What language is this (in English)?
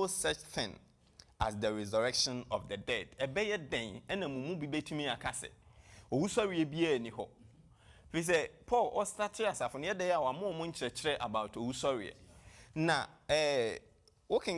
Akan